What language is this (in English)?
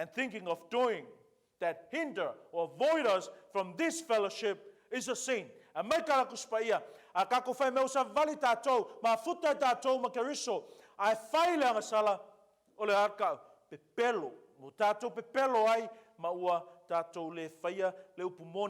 Samoan